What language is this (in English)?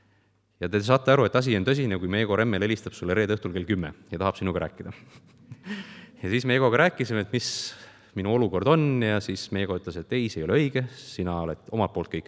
Estonian